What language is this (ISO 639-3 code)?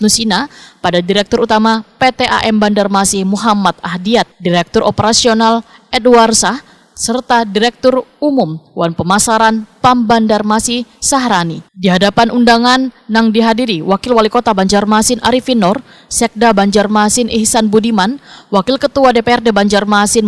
bjn